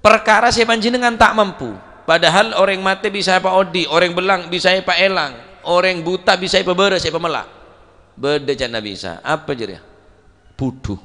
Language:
Madurese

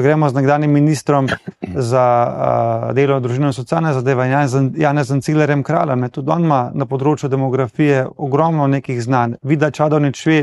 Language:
Slovenian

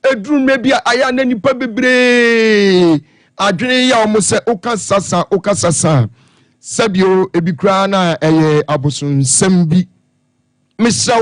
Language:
Akan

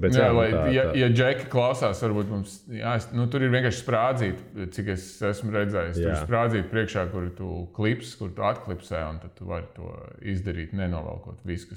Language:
Latvian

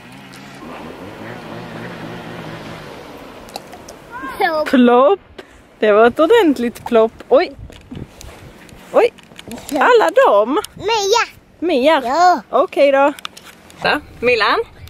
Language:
Swedish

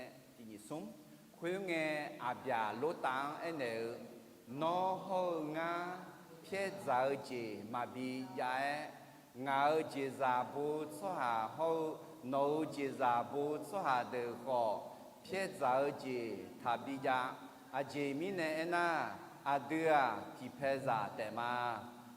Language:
Akha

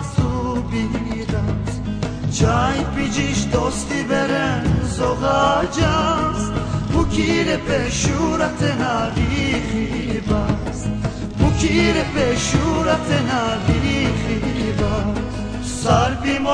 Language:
Laz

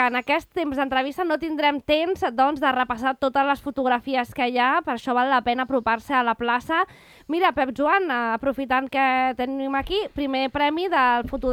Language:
Catalan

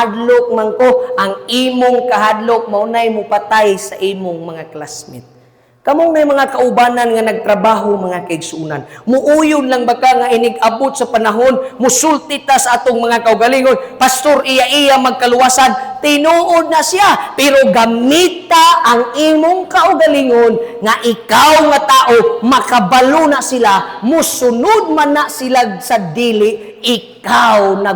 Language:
Cebuano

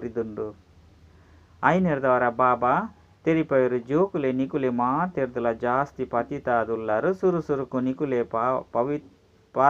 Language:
Tulu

